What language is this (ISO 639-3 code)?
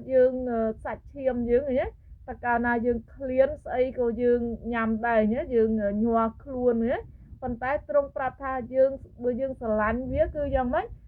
khm